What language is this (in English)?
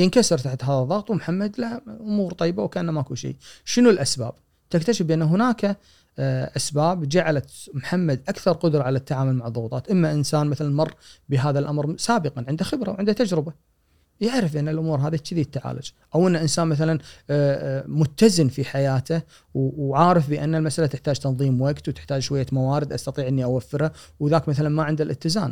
Gulf Arabic